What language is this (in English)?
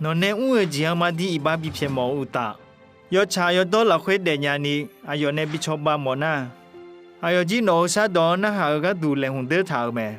Akha